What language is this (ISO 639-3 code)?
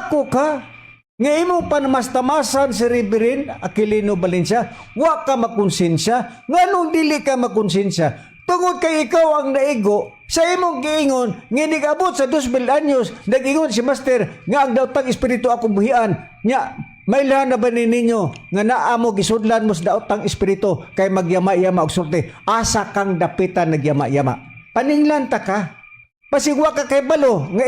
ceb